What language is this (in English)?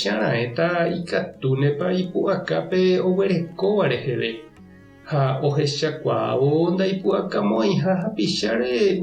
Guarani